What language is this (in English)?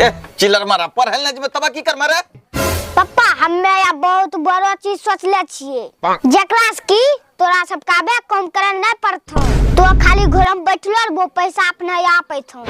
Angika